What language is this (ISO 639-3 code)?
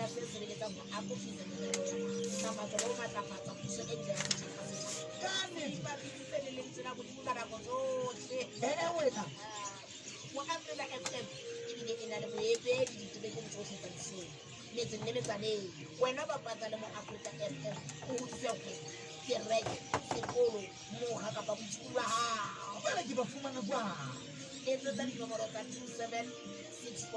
sot